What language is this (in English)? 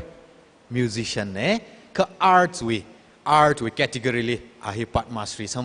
Tangkhul Naga (India)